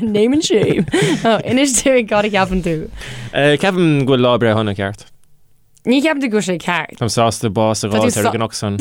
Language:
Irish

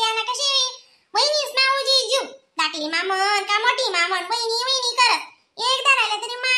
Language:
Khandesi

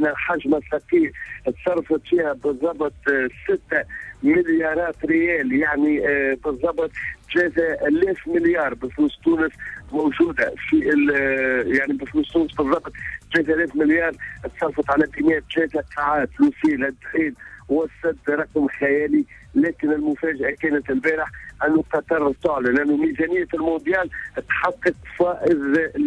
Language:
Tunisian Arabic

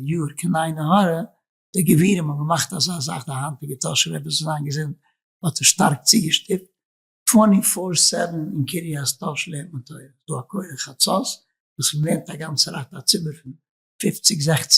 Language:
Yiddish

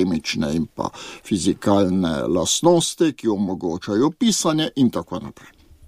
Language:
Slovenian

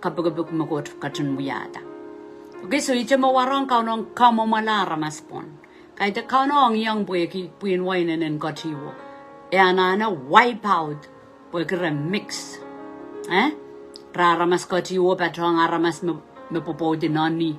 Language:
Pohnpeian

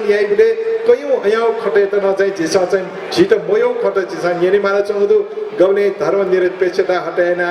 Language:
Newari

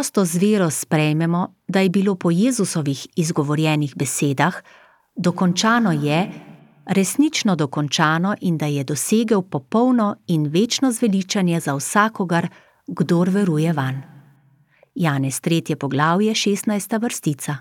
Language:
Slovenian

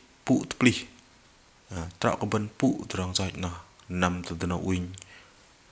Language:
Bahnar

